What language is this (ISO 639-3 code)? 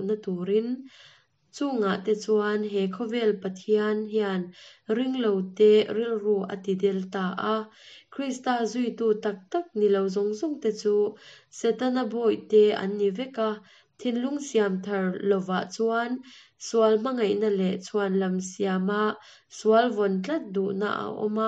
lus